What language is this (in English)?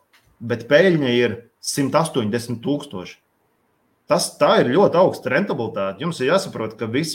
Latvian